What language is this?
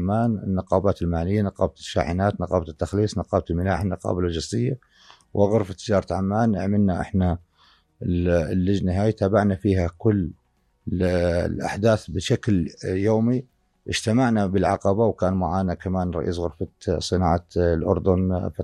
North Levantine Arabic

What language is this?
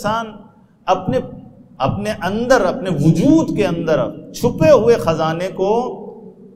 Urdu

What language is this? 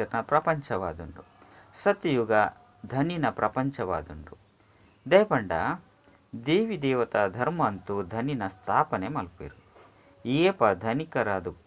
Tulu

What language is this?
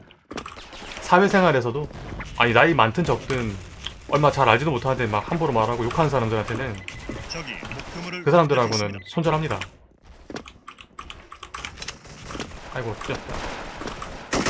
Korean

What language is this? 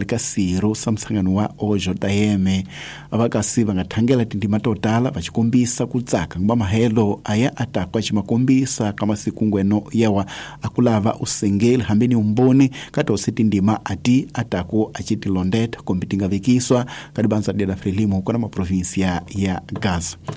Tsonga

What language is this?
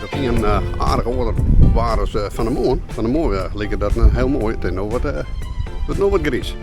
Western Frisian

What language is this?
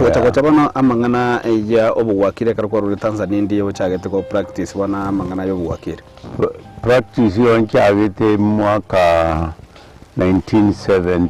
Gusii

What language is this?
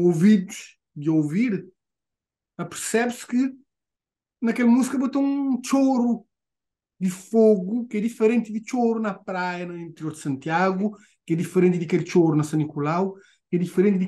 Kabuverdianu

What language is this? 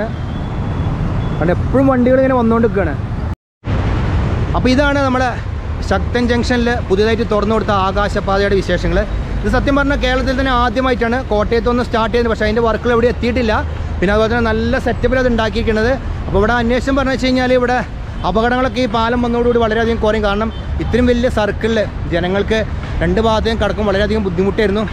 Malayalam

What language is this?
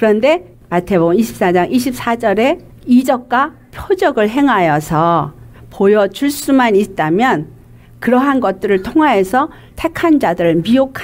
Korean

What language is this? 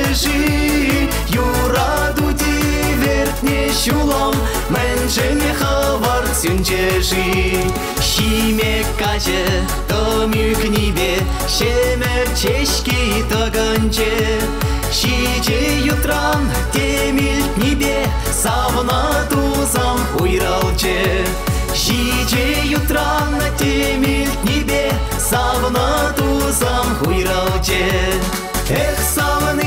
Chuvash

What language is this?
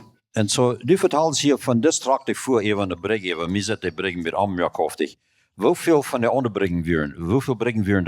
Plautdietsch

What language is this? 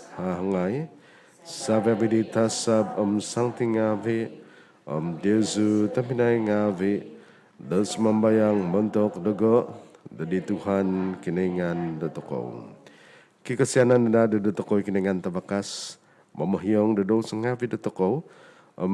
Central Dusun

